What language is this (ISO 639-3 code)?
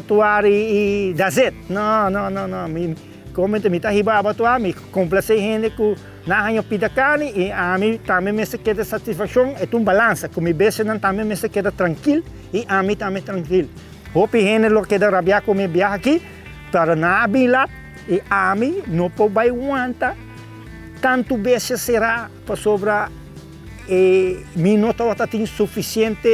pap